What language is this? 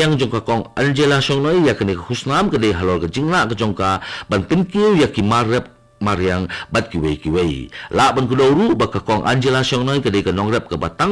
Khasi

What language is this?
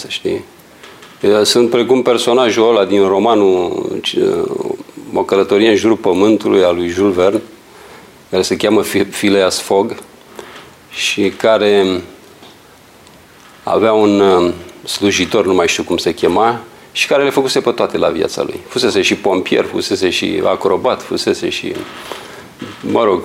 Romanian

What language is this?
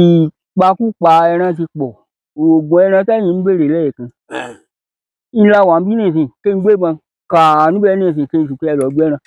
Yoruba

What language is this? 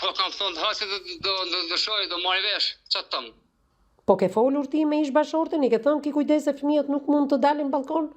Albanian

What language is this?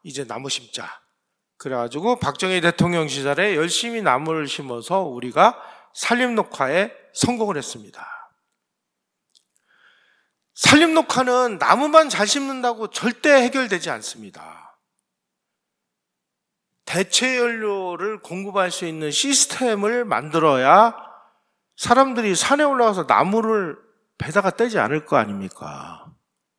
Korean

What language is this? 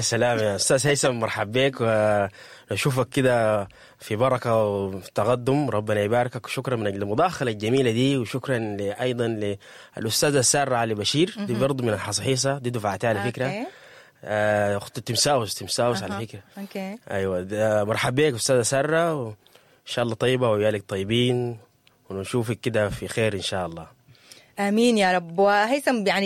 Sudanese Arabic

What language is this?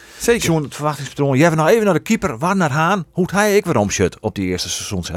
Western Frisian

